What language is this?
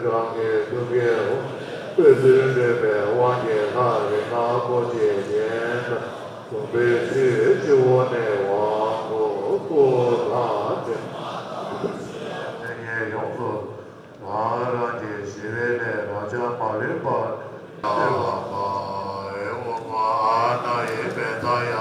Tibetan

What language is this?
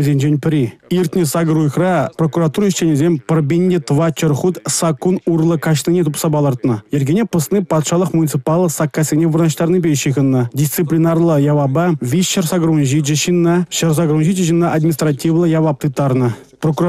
Chuvash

